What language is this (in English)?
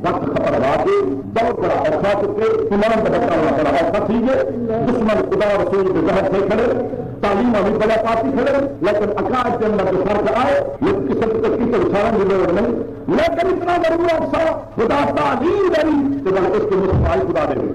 Saraiki